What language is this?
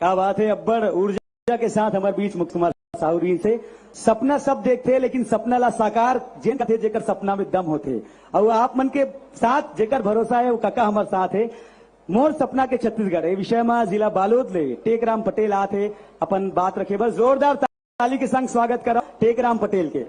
Chhattisgarhi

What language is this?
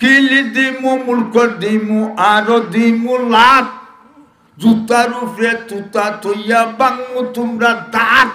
Sylheti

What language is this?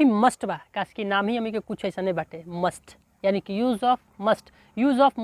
Bhojpuri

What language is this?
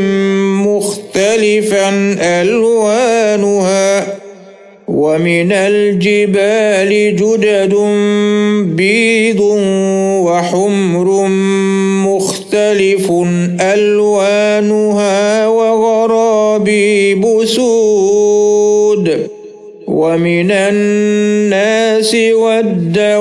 Arabic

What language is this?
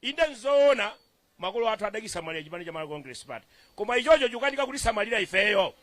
Nyanja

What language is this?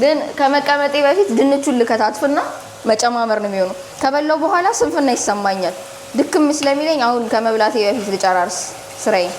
Amharic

